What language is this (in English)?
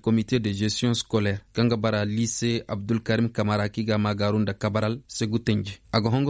Koyraboro Senni